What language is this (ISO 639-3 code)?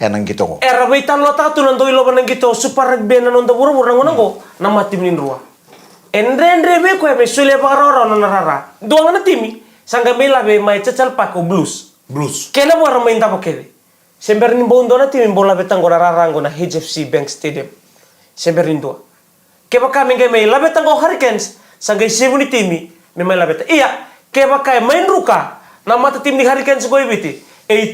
fij